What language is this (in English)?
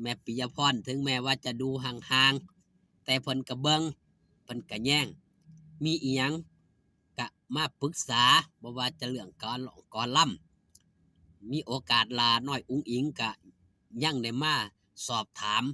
Northeastern Thai